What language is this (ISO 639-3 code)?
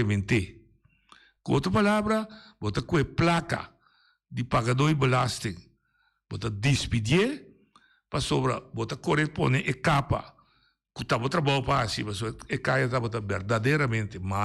pap